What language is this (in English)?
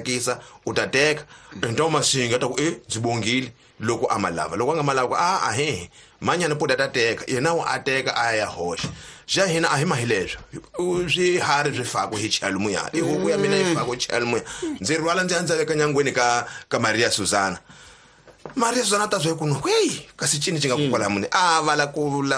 Tsonga